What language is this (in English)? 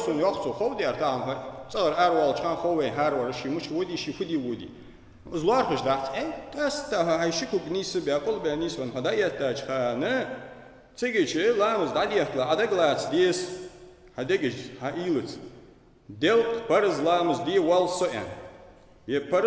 Ingush